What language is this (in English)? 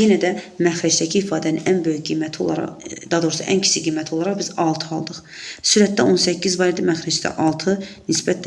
Azerbaijani